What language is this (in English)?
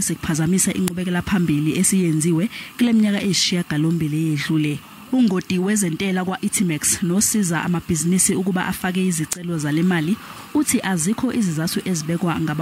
Zulu